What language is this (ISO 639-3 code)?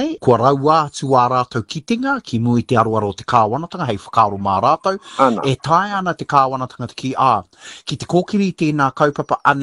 mri